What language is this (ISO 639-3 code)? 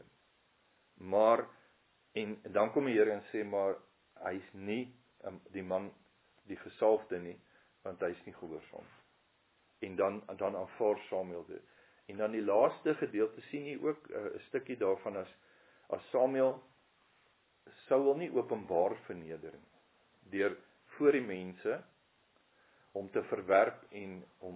afr